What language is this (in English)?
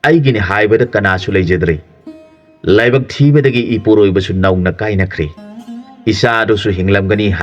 Manipuri